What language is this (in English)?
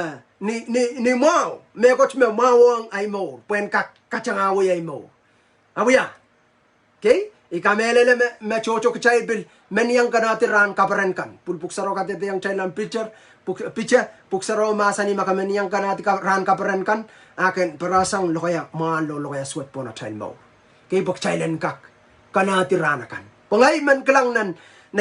Pohnpeian